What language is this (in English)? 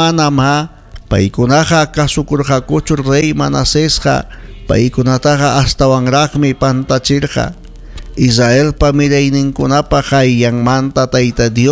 Ayacucho Quechua